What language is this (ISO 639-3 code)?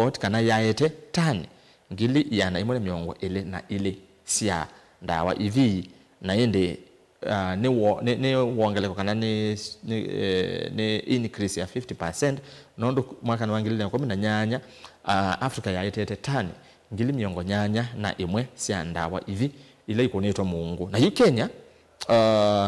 kam